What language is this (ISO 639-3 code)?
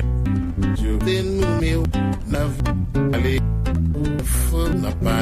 hat